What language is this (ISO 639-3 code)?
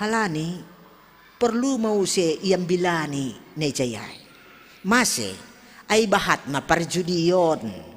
bts